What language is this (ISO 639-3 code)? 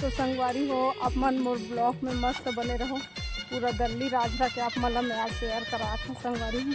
hne